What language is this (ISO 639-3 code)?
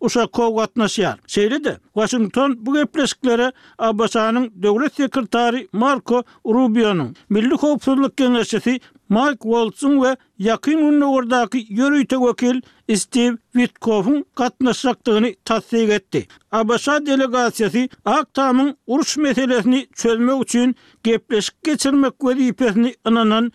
tuk